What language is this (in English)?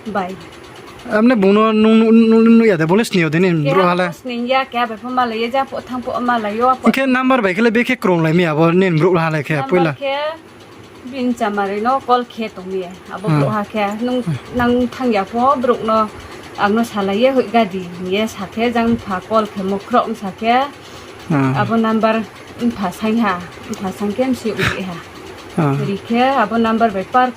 Riang (India)